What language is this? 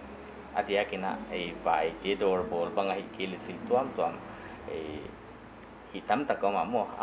Paite Chin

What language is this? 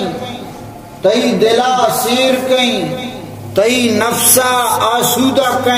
Baluchi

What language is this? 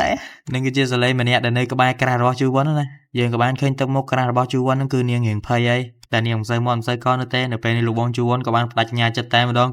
Khmer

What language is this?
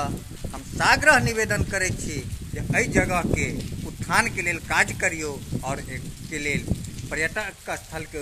Maithili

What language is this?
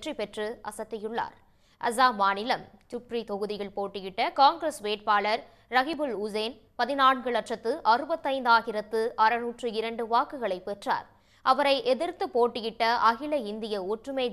Tamil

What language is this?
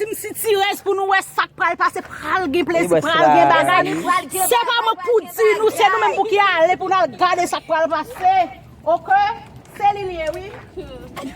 Haitian Creole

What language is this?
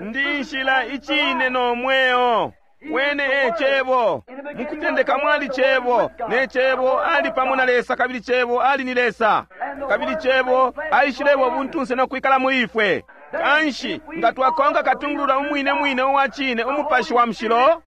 Bemba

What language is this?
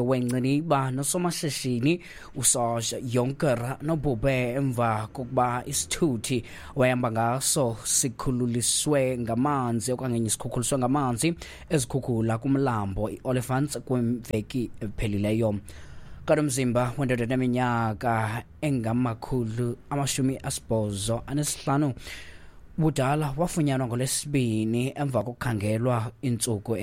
Xhosa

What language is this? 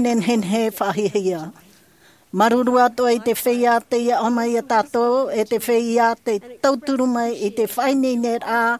Tahitian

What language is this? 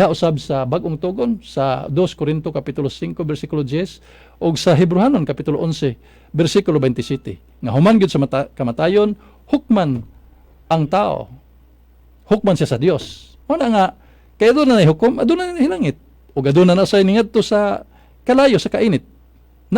Cebuano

